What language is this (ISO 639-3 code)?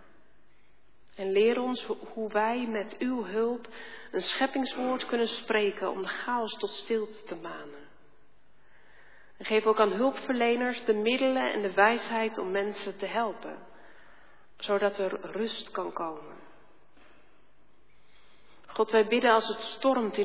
nld